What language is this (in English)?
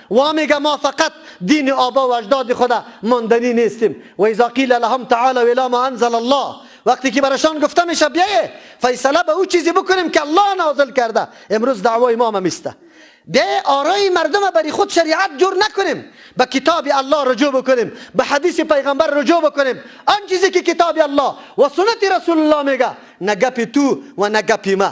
Persian